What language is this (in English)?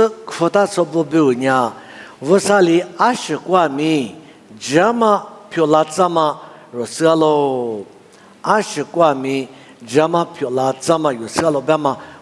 Lisu